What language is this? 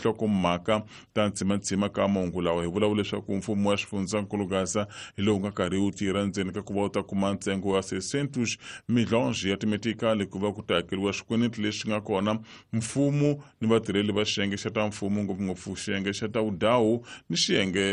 Tsonga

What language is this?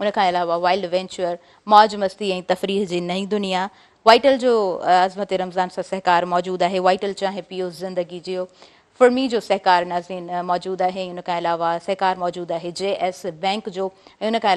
Sindhi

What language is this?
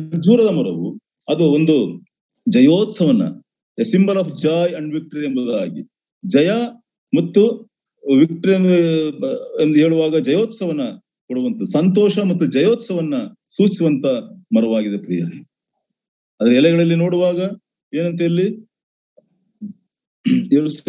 Kannada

